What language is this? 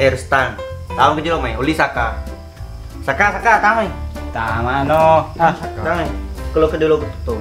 Buginese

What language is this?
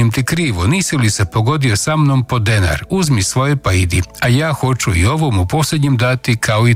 Croatian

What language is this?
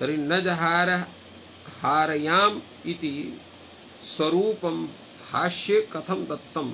Sanskrit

